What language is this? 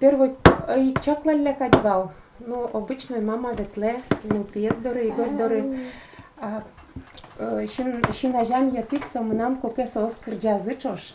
Udmurt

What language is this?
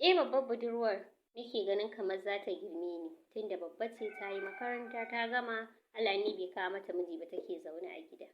Hausa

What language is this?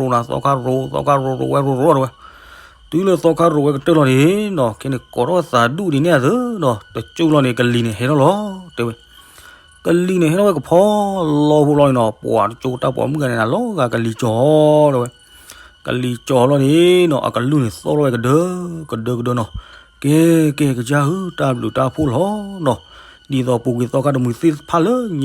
S'gaw Karen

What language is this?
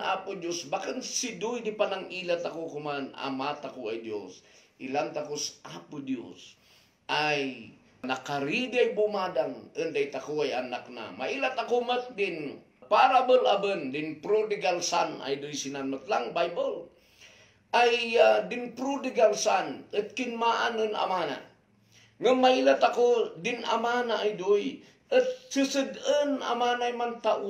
Kankanaey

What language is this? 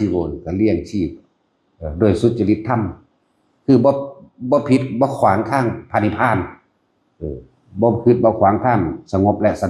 Northeastern Thai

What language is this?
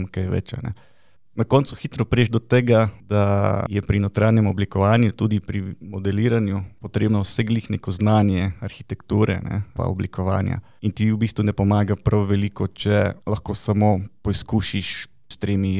Slovenian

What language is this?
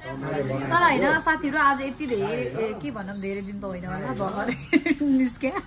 Nepali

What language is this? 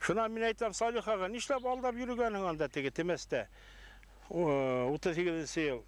Bashkir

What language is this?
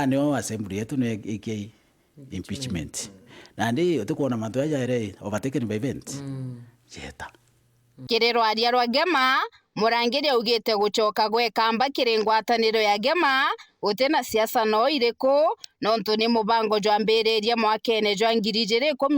Meru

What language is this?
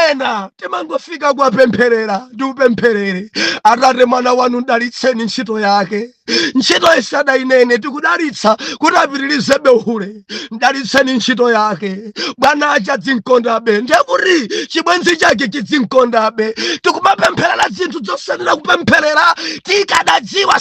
Nyanja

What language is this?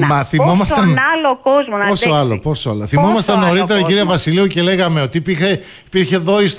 Greek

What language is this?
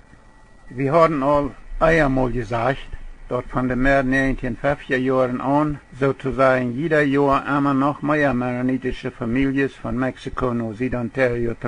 Plautdietsch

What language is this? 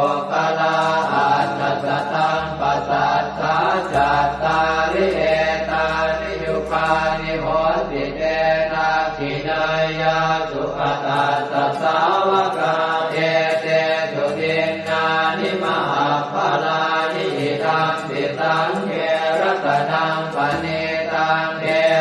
Pali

